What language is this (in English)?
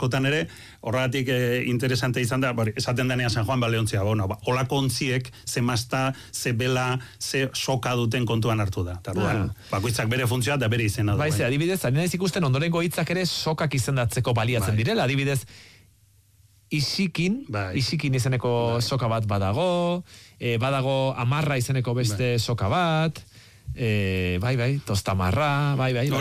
Basque